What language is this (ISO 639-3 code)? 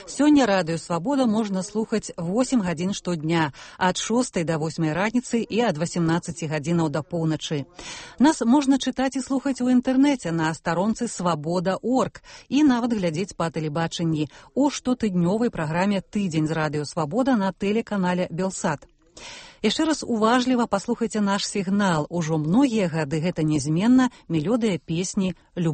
bel